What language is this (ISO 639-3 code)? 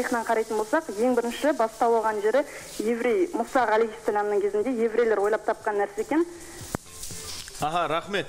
kaz